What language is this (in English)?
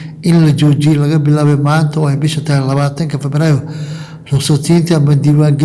Somali